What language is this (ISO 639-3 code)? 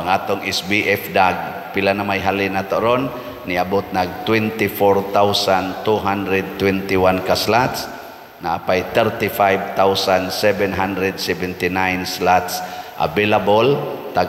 ceb